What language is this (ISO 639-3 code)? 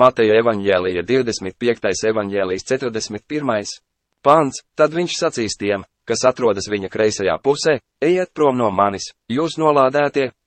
lav